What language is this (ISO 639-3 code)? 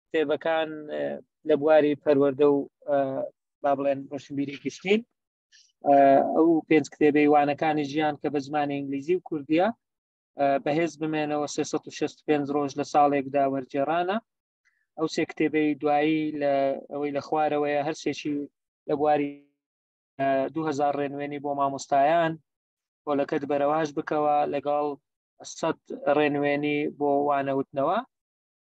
ckb